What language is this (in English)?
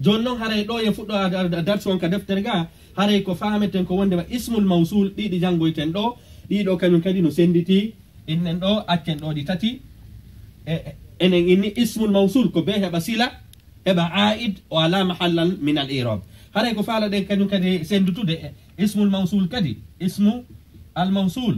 Pular